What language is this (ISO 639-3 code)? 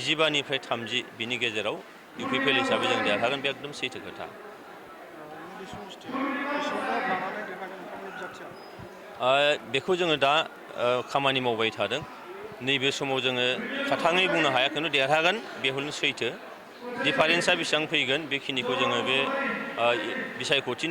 brx